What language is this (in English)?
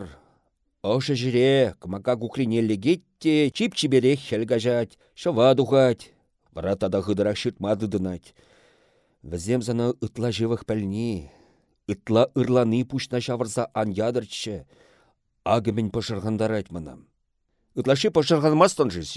Chuvash